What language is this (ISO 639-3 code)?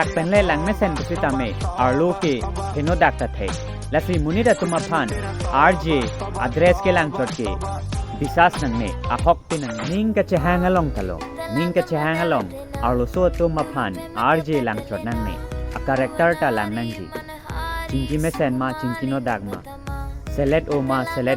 mjw